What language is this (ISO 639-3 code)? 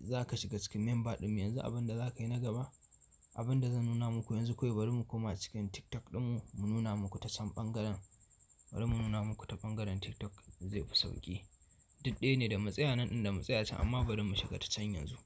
hau